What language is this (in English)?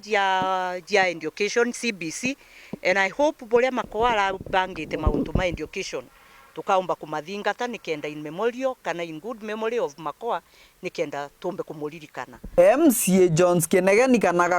Meru